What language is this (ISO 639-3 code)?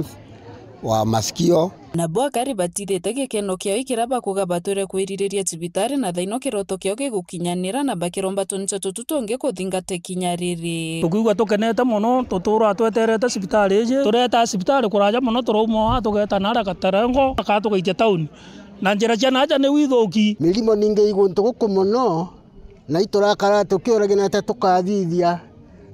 mer